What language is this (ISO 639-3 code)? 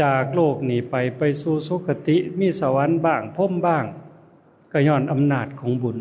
lao